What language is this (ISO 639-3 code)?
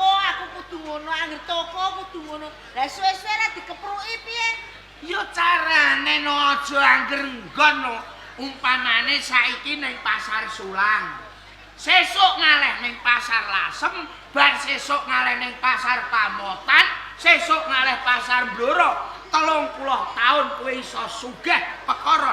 jav